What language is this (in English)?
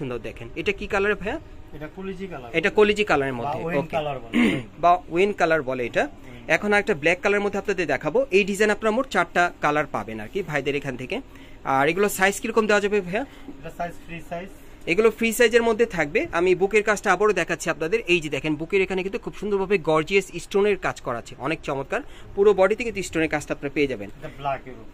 Bangla